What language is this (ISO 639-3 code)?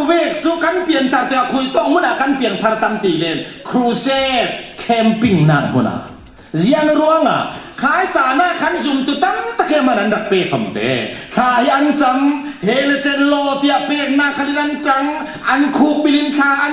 cfm